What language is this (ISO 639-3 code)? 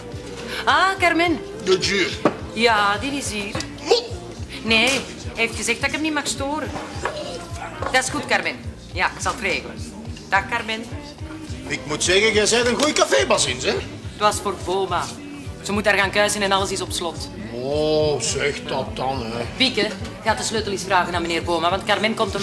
nld